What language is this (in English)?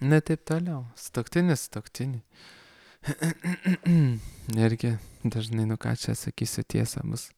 Lithuanian